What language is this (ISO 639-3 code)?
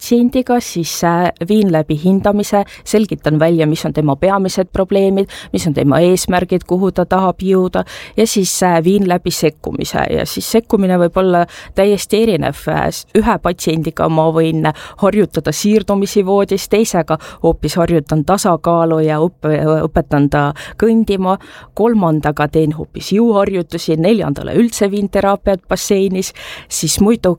est